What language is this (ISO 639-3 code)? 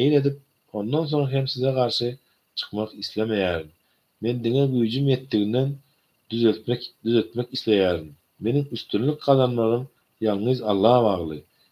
tuk